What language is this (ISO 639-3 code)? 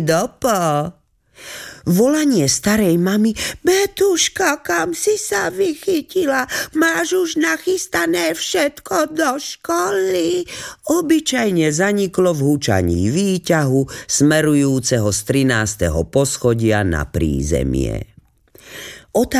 slk